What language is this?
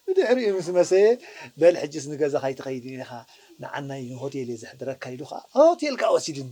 Tigrinya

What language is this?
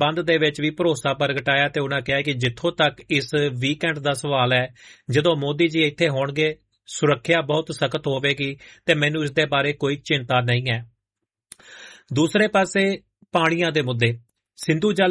Punjabi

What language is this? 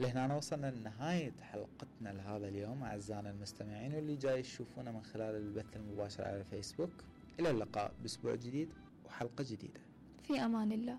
Mesopotamian Arabic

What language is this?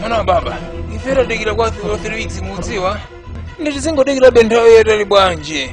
Nyanja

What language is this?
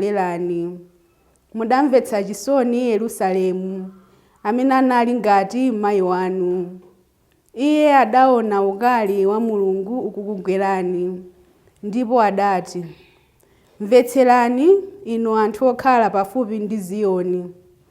Nyanja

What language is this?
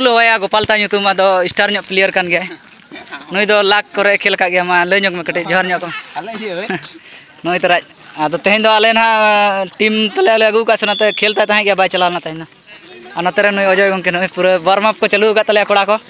Santali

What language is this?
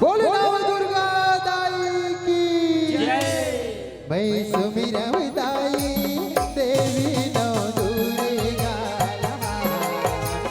Chhattisgarhi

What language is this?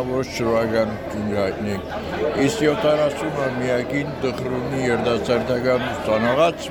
Western Armenian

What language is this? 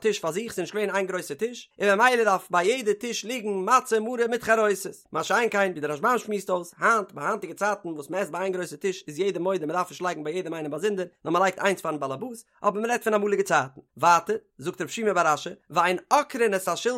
Yiddish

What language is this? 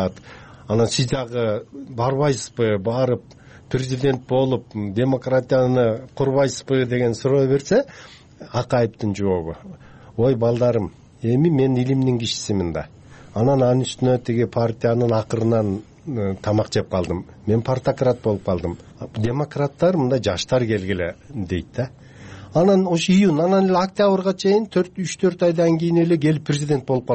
Kyrgyz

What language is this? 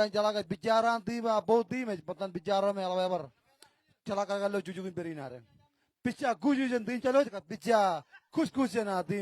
Marshallese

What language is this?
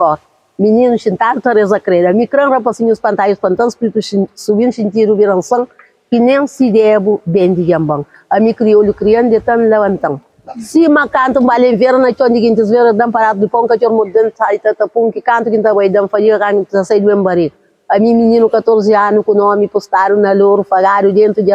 Kabuverdianu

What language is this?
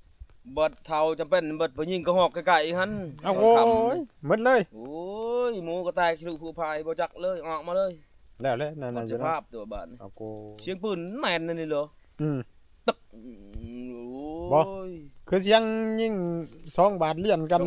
Northeastern Thai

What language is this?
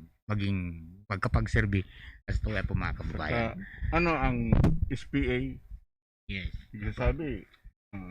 Bikol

